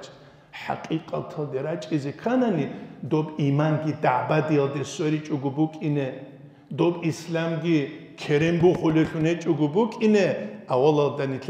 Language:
Avaric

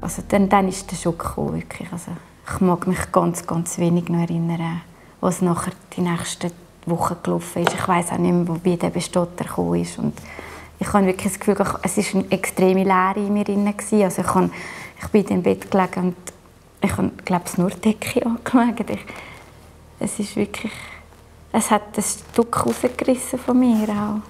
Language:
Swiss German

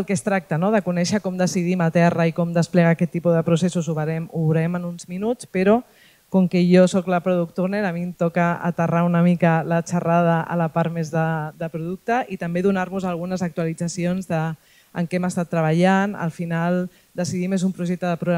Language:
Catalan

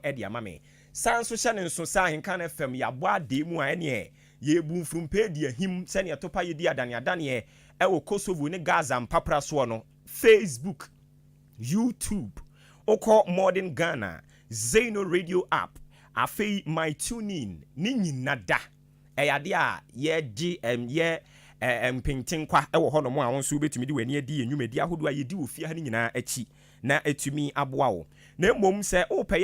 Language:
Akan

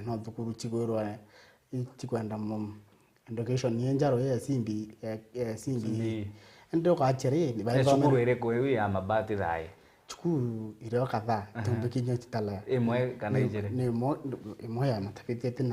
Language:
Meru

